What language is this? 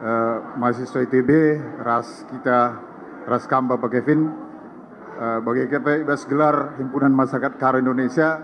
Batak Karo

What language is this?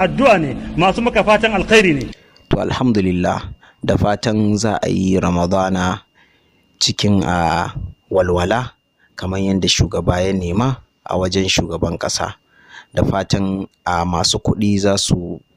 Hausa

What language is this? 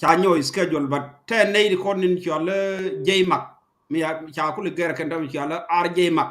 Nuer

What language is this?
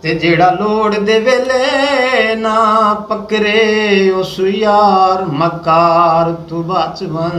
Saraiki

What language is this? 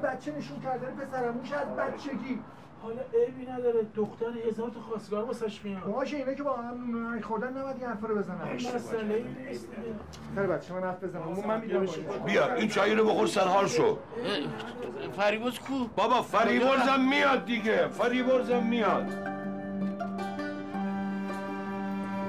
Persian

